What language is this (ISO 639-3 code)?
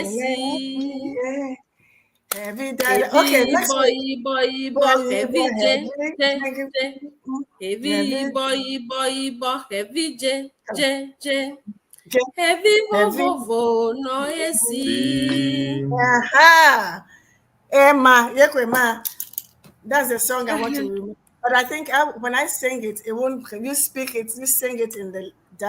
ewe